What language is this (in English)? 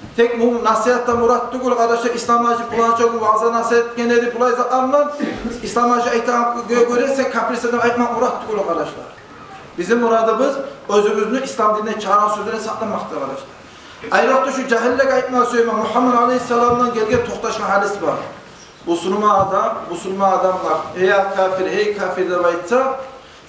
Kumyk